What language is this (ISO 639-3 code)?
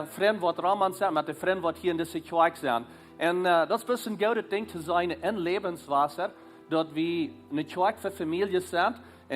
pdt